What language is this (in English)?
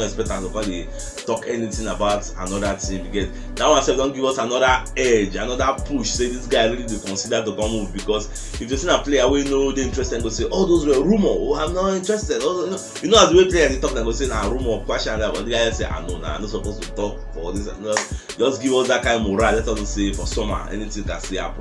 Nigerian Pidgin